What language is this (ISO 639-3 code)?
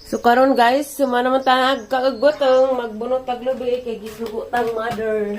ceb